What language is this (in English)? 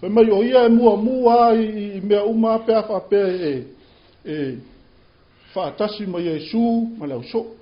Samoan